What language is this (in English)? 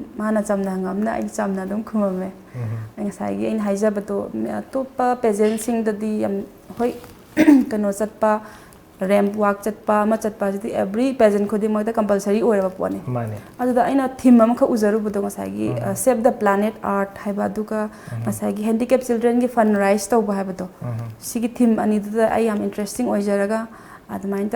Manipuri